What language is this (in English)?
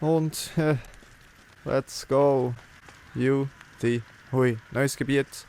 Swiss German